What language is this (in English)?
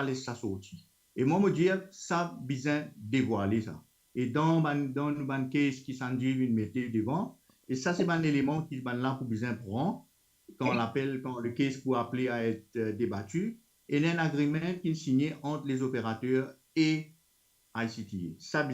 Morisyen